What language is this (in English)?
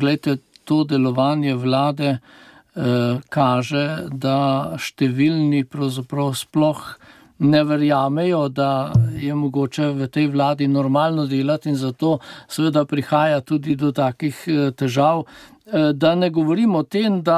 Slovenian